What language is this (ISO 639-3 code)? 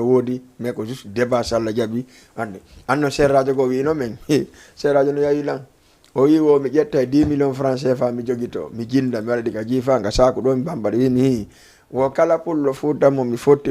ful